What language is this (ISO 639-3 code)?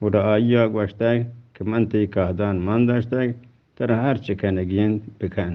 bgp